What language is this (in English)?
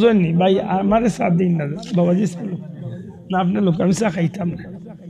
Sylheti